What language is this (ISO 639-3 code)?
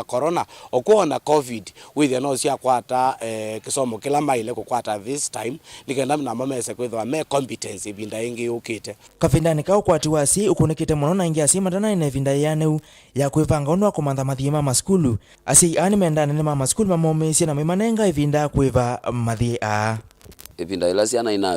kam